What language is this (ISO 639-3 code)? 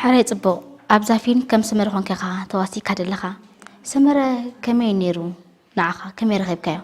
tir